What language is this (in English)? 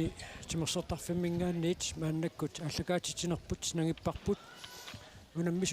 Kalaallisut